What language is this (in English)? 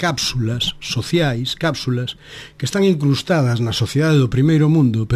Galician